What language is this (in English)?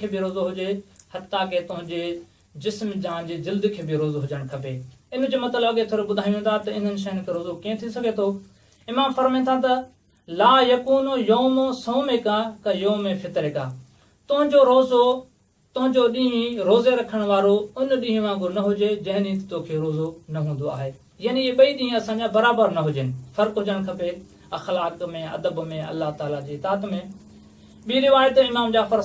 Sindhi